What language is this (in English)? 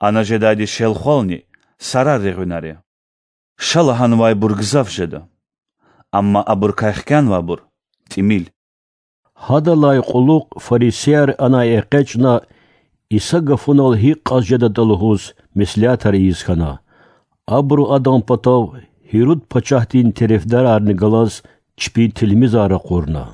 Lezghian